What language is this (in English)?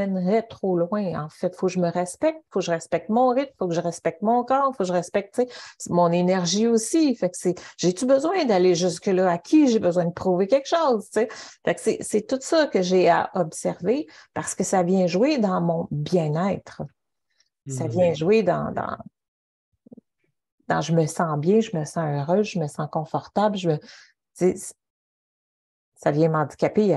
French